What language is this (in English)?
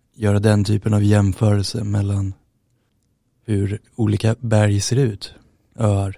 Swedish